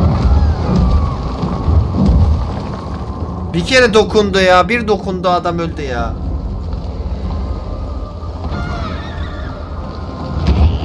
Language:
Turkish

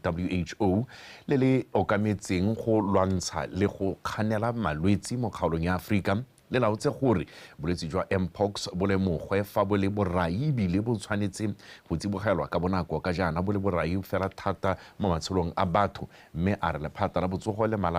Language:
Tswana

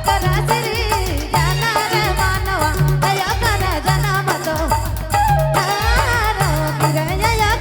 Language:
Sadri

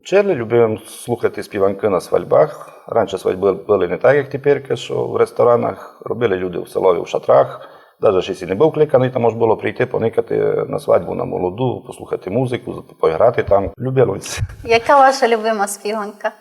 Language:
Rusyn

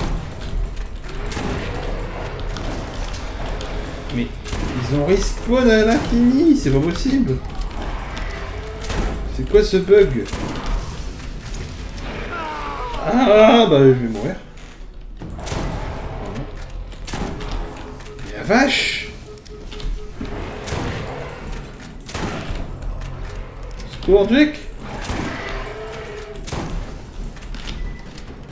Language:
French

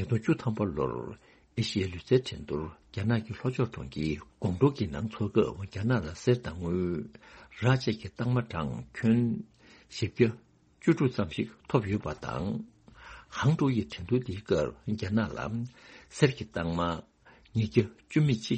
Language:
Tibetan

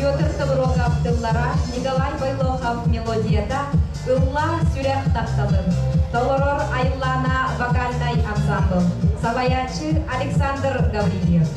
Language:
Yakut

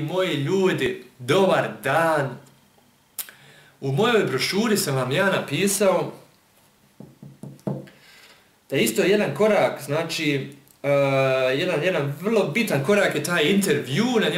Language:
Bosnian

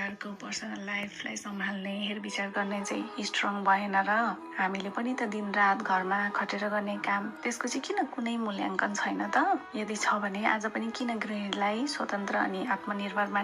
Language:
Nepali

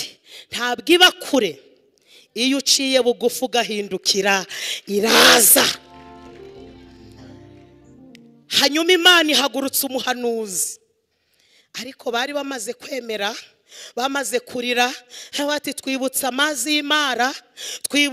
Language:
Kinyarwanda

